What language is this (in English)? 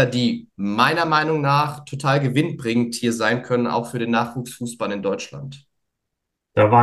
German